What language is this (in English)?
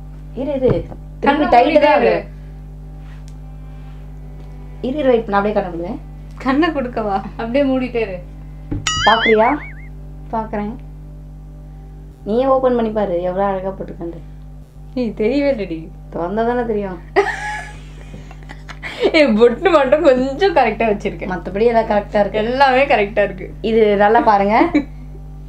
Tamil